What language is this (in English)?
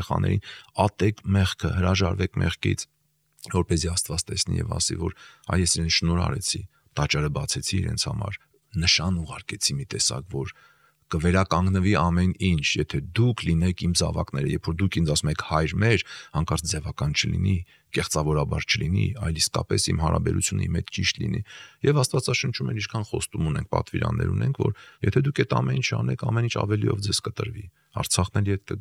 Armenian